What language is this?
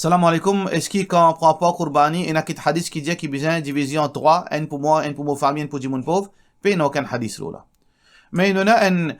Morisyen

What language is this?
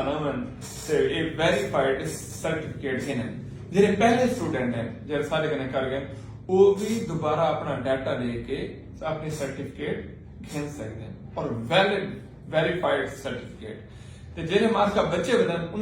Saraiki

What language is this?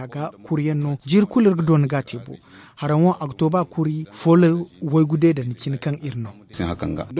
Zarma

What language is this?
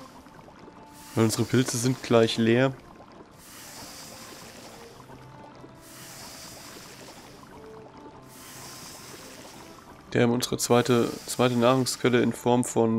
German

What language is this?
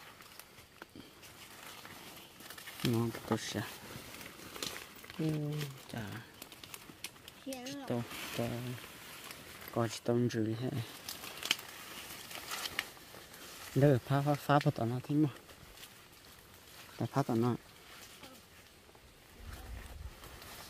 Vietnamese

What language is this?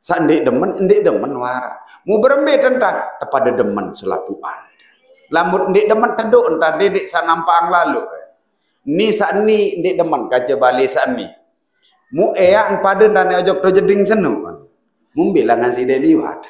Sasak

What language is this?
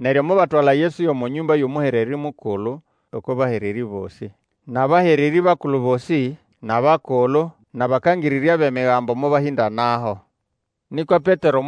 Nande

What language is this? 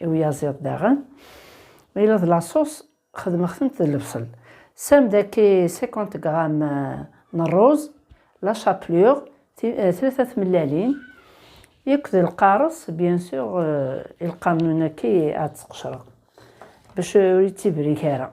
Kabyle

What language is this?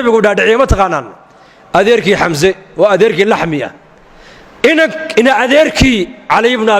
Somali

